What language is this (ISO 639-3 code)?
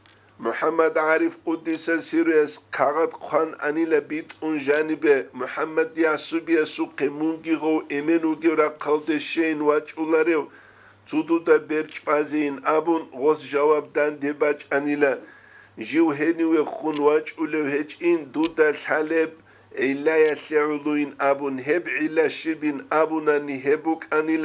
ava